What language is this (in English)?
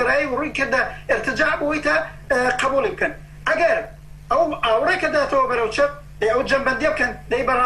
Central Kurdish